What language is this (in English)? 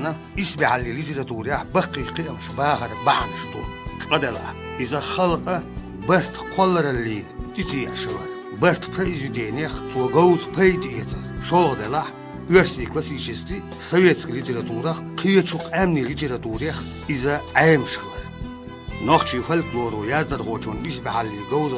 Chechen